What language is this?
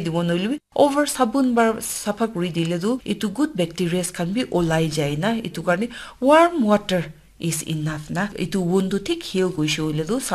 Naga Pidgin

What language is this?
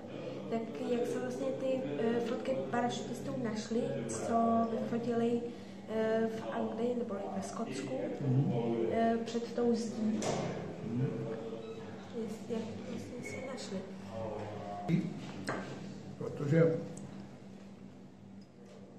Czech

